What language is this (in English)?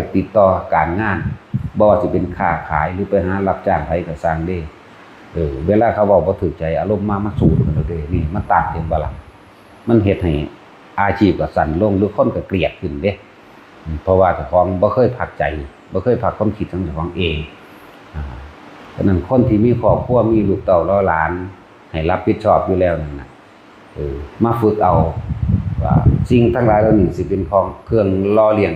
Northeastern Thai